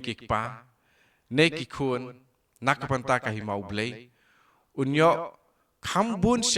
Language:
Khasi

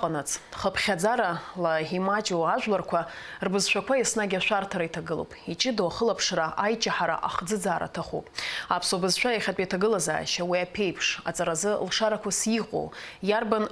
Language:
Abkhazian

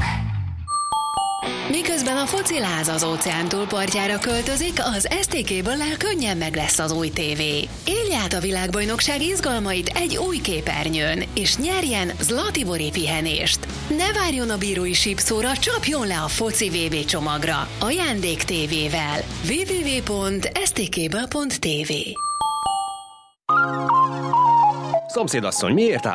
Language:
Hungarian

